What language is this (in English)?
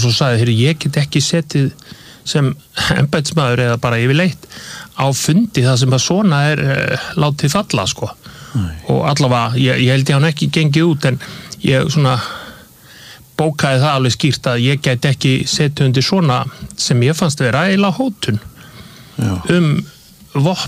Icelandic